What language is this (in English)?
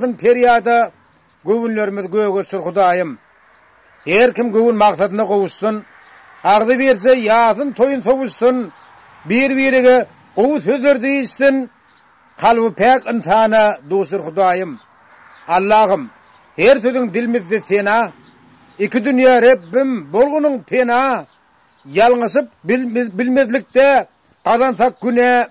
Turkmen